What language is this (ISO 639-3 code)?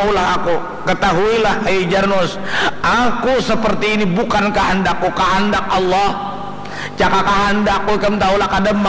bjn